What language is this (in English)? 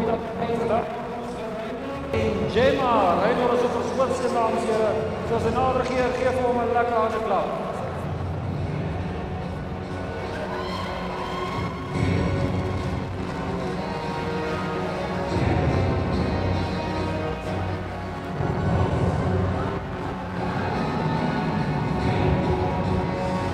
Afrikaans